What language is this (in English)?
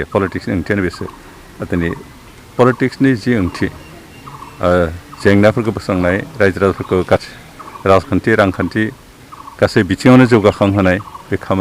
Bodo